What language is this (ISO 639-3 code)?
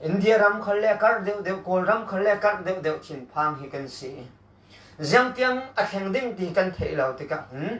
cfm